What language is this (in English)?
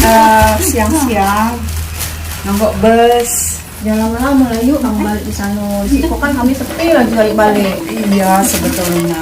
Musi